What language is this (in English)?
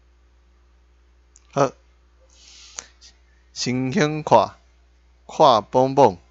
Min Nan Chinese